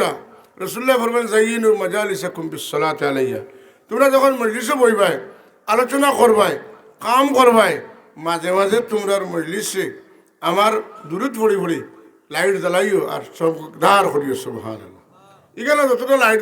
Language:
Sylheti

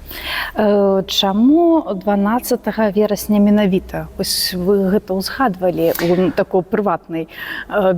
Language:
Belarusian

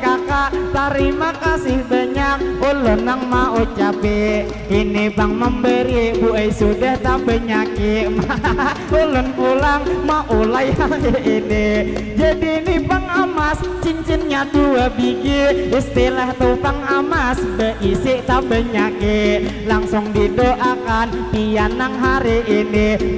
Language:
Banjar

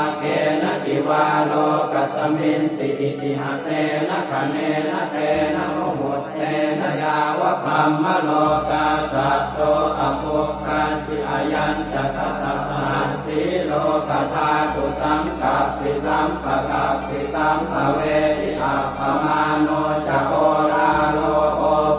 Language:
Pali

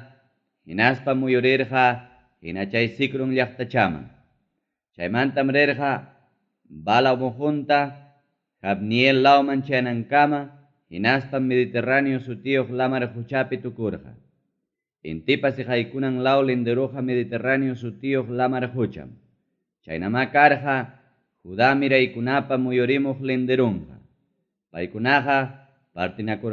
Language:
Ayacucho Quechua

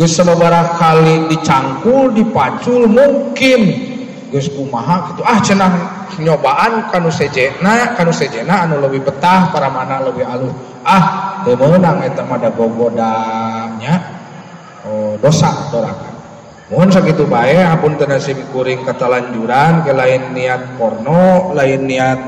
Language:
Sundanese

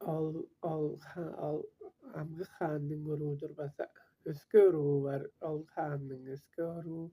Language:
Tuvinian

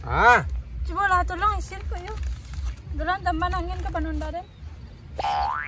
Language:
Minangkabau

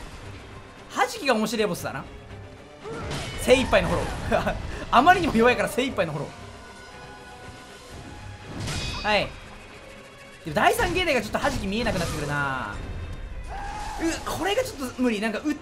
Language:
Japanese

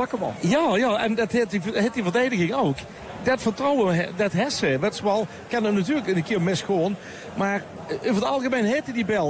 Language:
Dutch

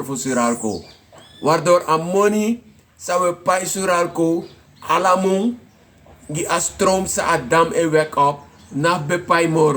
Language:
Sranan Tongo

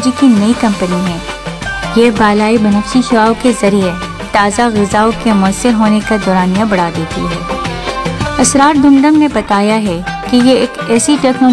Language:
Urdu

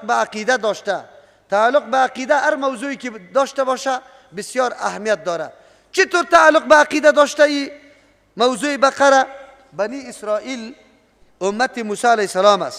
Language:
Persian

